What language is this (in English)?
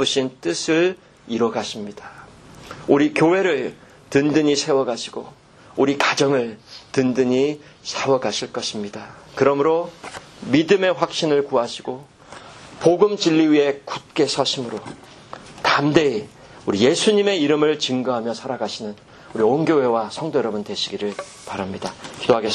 Korean